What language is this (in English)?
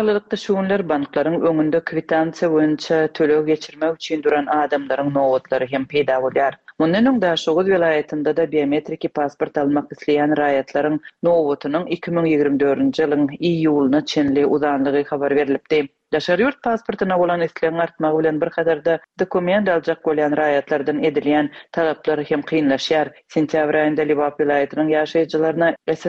Turkmen